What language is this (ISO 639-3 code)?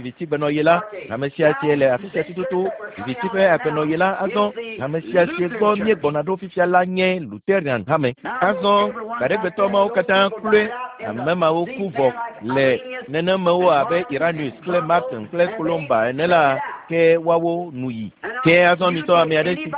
ewe